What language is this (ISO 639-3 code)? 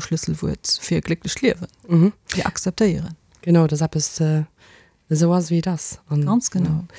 ltz